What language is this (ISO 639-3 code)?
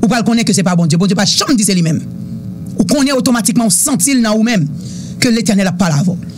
hat